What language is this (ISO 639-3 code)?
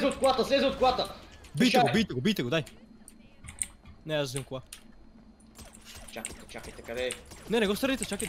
bul